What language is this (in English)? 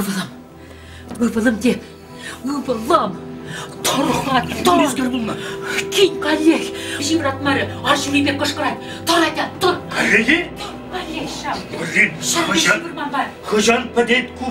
Chuvash